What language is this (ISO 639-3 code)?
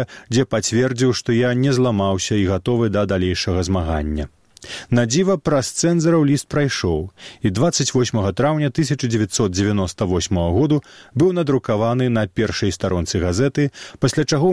bel